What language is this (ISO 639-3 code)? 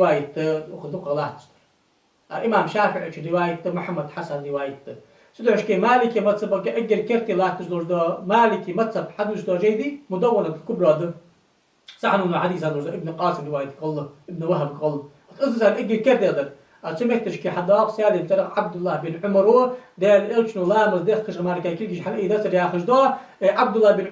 inh